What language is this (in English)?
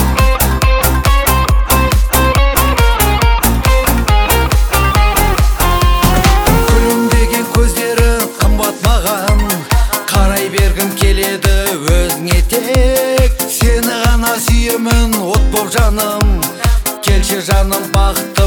Kazakh